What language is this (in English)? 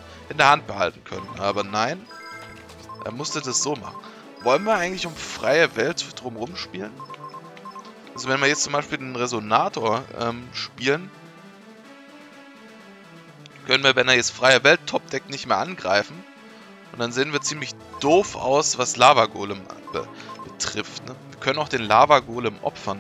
German